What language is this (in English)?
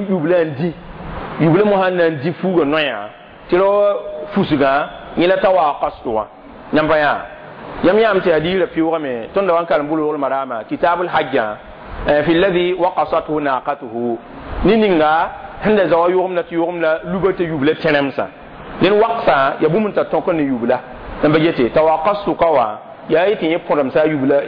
Mossi